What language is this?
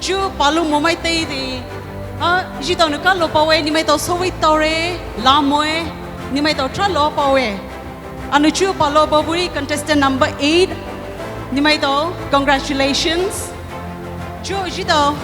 Poumei Naga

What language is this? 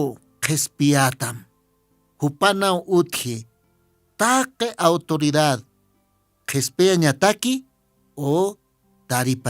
Aymara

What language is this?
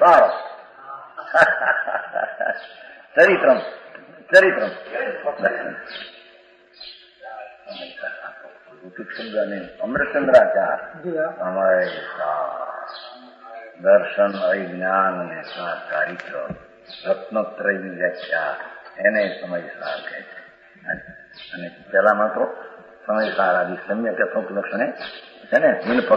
Gujarati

